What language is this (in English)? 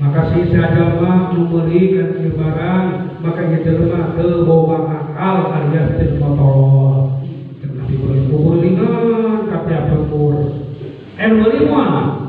Sundanese